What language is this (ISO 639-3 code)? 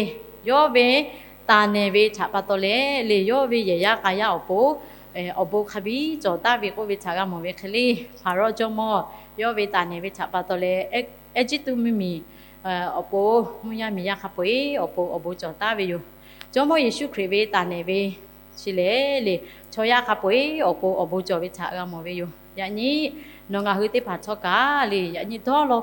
lhu